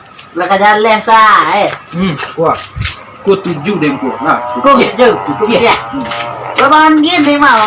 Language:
Minangkabau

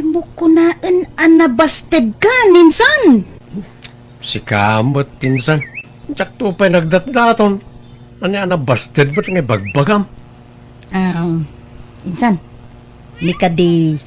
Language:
Iloko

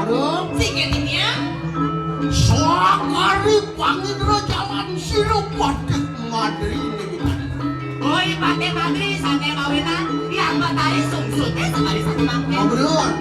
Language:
Balinese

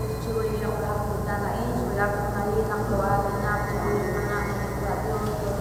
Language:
Kekchí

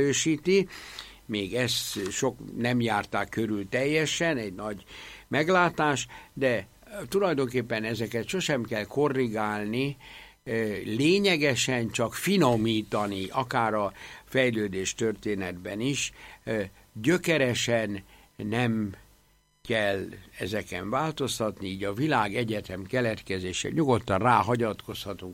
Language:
Hungarian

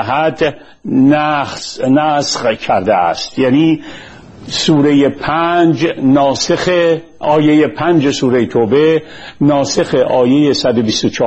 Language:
Persian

